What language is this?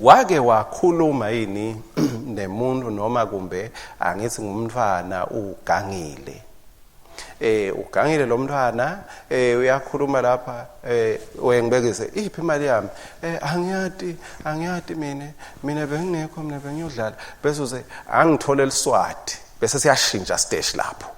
Swati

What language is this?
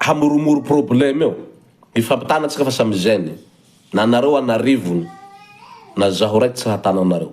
Malagasy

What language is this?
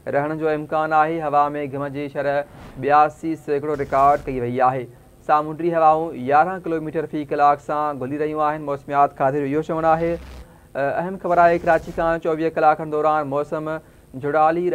Sindhi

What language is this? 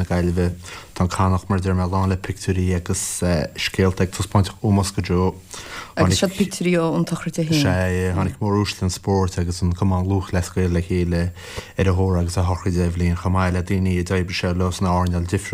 Irish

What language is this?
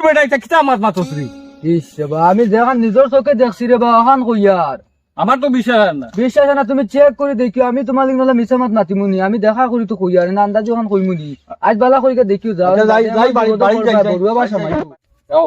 Sylheti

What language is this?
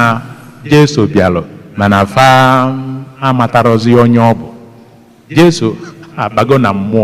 Igbo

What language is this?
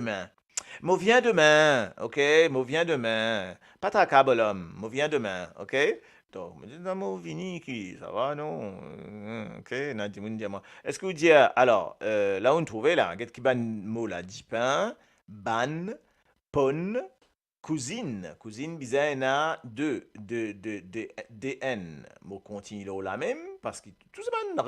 Morisyen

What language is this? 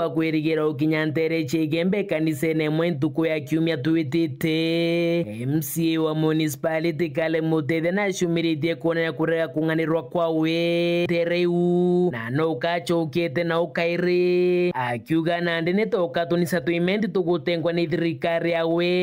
Meru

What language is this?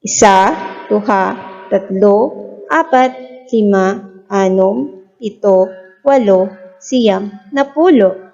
Hiligaynon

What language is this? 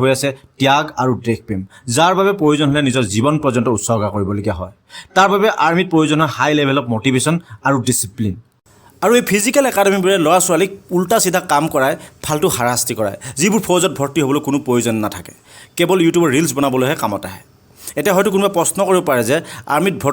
Assamese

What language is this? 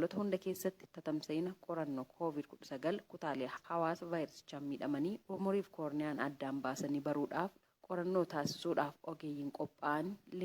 Oromo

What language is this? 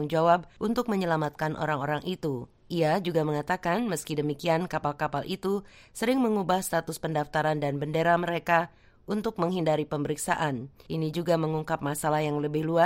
Indonesian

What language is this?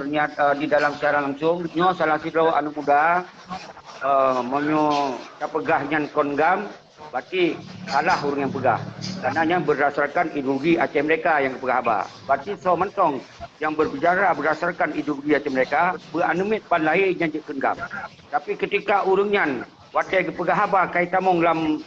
Achinese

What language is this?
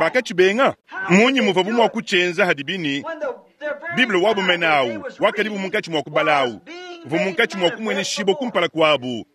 Luba-Lulua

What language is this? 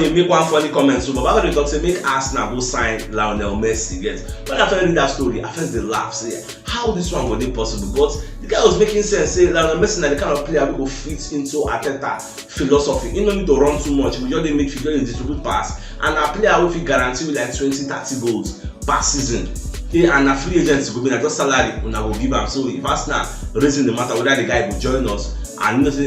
Nigerian Pidgin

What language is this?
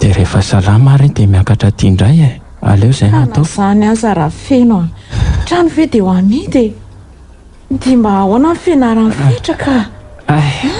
Malagasy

